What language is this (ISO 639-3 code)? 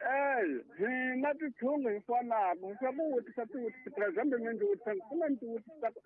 tso